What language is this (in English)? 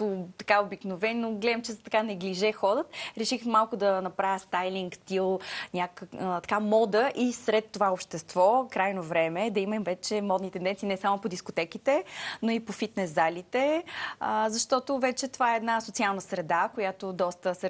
Bulgarian